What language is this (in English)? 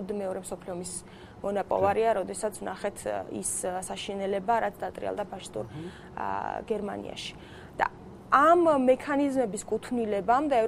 Georgian